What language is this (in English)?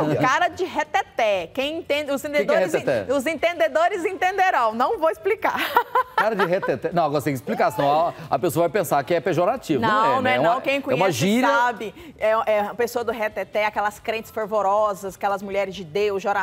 Portuguese